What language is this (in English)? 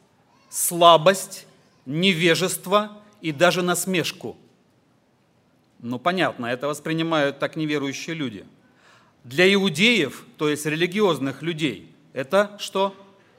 Russian